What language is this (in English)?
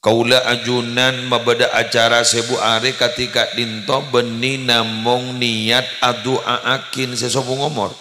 Madurese